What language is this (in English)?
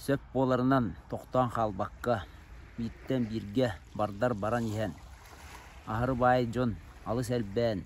Yakut